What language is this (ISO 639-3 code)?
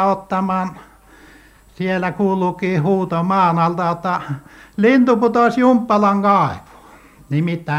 fin